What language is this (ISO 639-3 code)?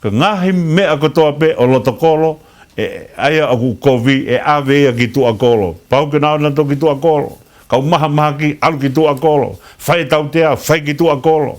ton